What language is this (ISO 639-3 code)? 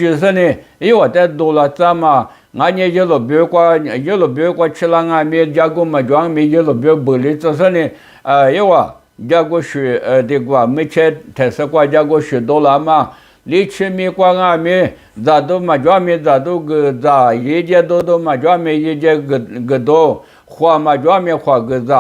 lis